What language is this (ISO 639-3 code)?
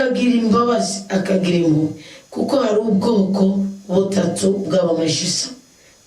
run